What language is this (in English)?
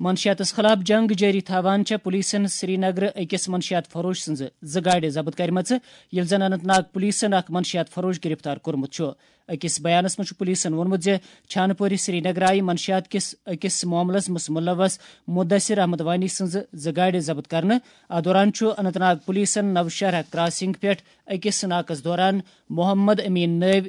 Kashmiri